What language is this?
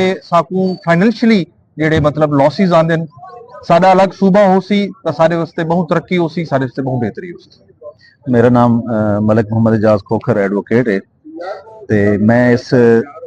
Saraiki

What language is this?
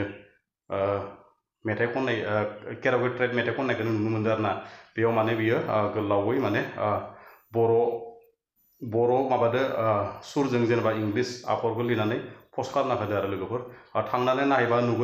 Bodo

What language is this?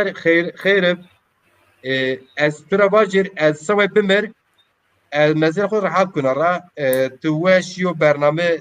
Zaza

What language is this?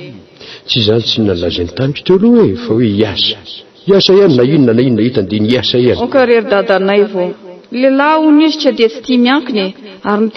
Malagasy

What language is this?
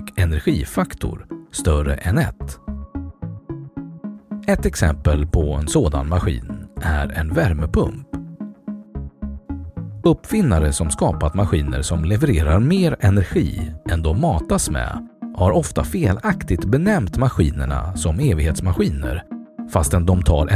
Swedish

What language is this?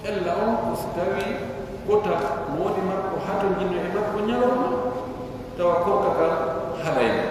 Pular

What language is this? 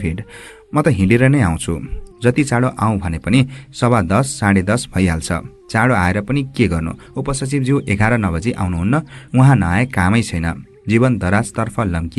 Nepali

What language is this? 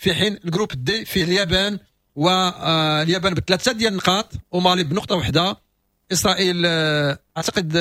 Moroccan Arabic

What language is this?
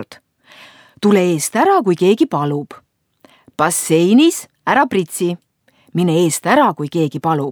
Estonian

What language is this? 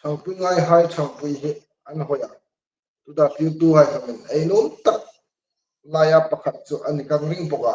Hmar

